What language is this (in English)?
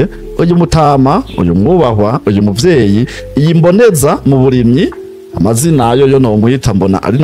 Rundi